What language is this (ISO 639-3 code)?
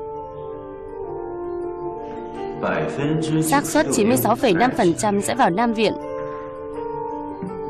vie